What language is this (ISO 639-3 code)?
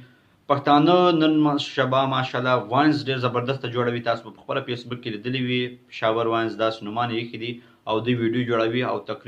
pus